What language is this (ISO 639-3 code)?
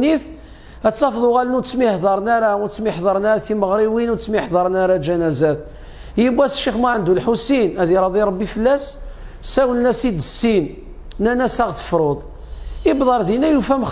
kab